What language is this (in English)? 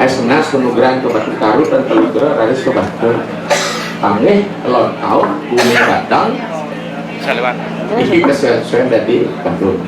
Balinese